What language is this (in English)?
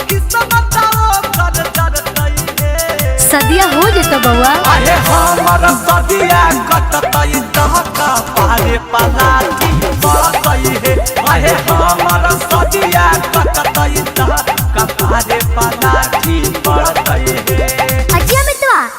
Magahi